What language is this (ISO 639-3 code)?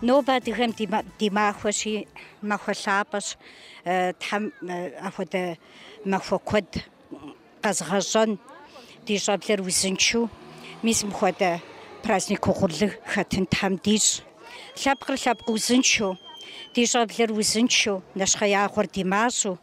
kbd